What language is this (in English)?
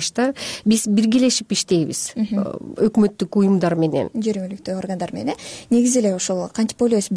Kyrgyz